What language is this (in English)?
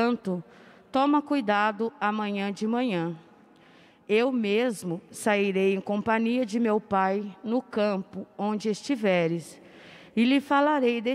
Portuguese